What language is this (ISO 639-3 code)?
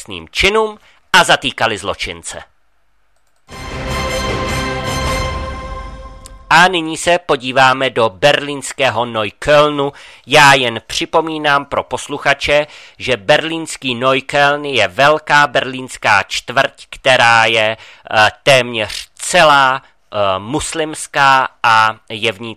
ces